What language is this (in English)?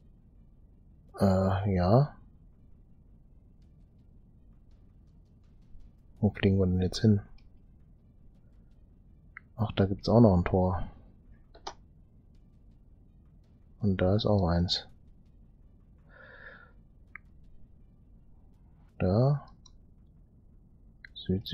German